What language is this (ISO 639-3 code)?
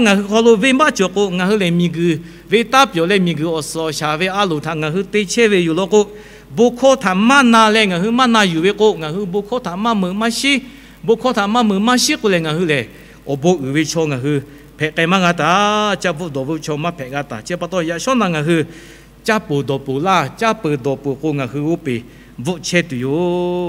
lhu